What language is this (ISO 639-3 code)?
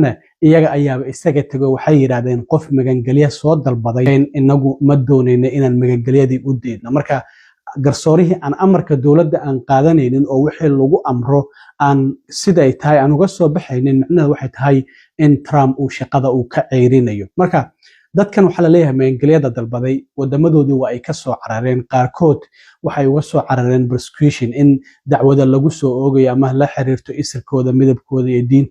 som